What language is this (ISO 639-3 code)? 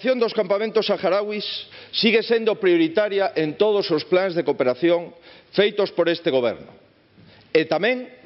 glg